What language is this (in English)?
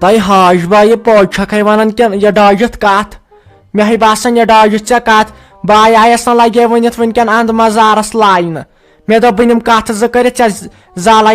Kashmiri